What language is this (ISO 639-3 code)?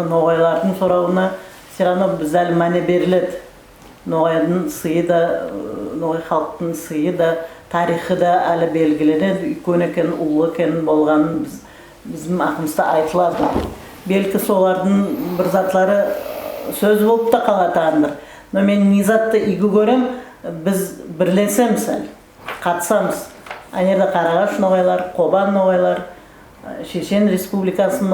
nog